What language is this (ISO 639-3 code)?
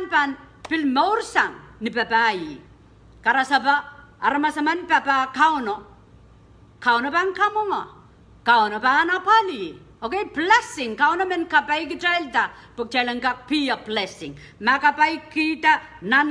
pon